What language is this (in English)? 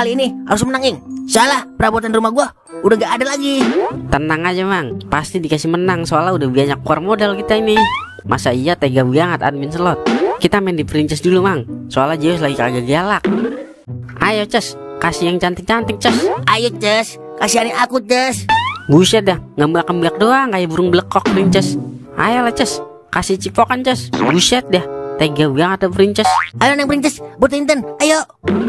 Betawi